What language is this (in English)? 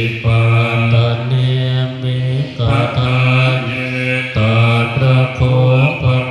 Pali